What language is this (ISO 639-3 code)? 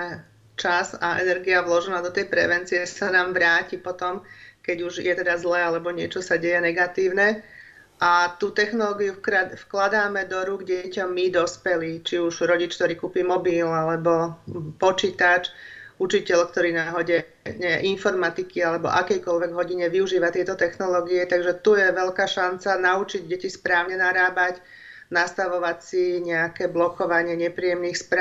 slk